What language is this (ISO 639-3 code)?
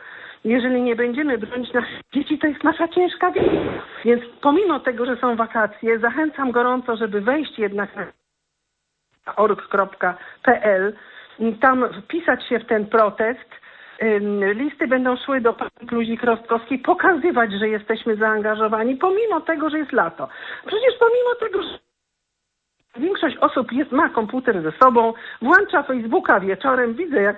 pol